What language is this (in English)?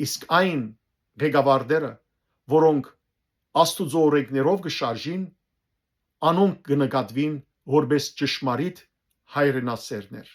Western Armenian